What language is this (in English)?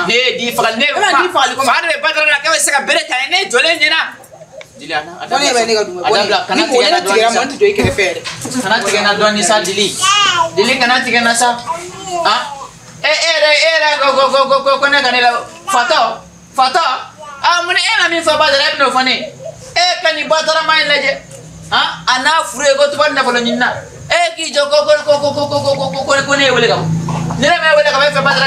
Bambara